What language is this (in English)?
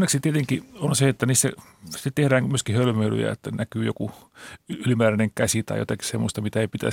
Finnish